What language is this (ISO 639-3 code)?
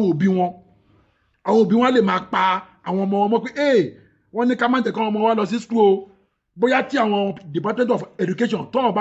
yor